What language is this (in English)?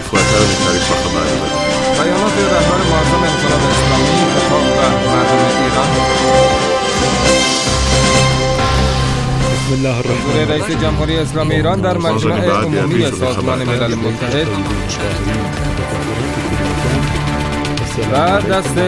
Persian